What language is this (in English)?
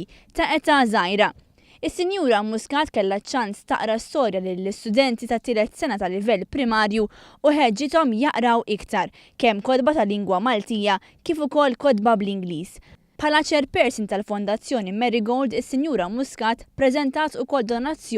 Maltese